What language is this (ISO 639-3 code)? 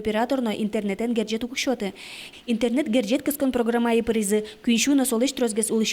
udm